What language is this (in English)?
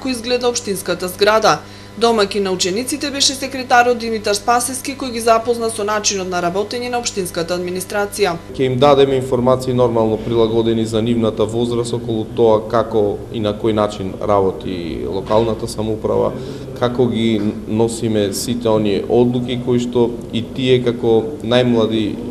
Macedonian